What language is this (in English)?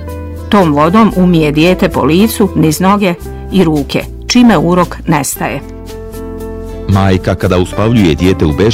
Bosnian